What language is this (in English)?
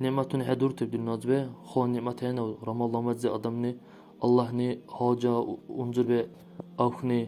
Dargwa